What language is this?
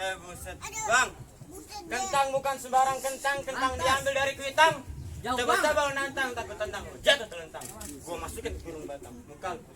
Betawi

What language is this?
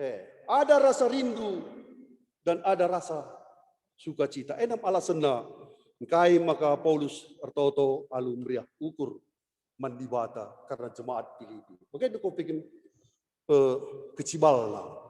Batak Karo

